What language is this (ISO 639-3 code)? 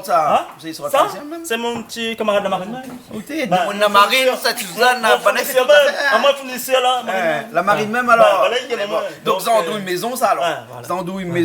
rcf